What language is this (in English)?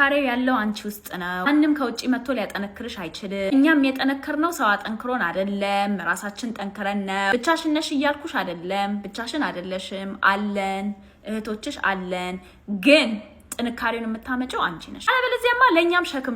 Amharic